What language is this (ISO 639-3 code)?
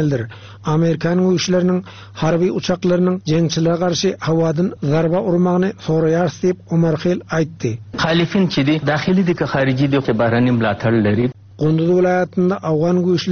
tuk